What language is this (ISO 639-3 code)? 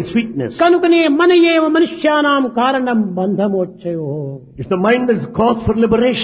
tel